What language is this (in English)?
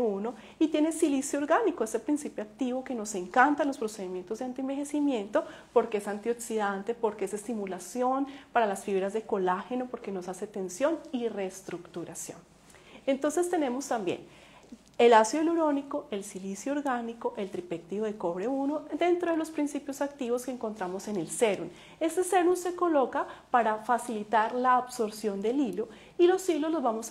Spanish